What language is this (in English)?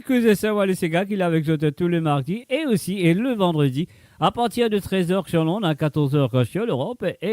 Morisyen